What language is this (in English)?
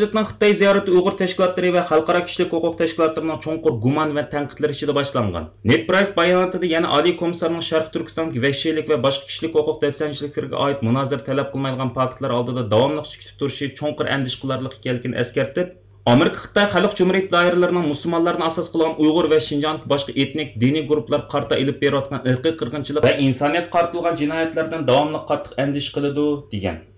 Uyghur